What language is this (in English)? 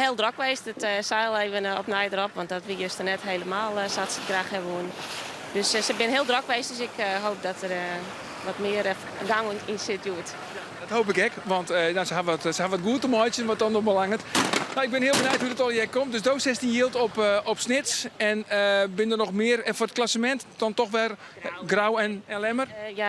Western Frisian